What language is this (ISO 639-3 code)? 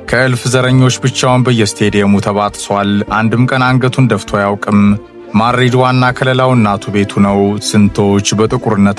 amh